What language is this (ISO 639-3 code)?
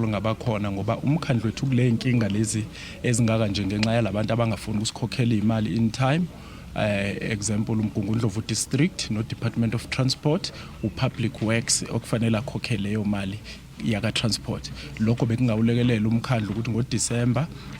zul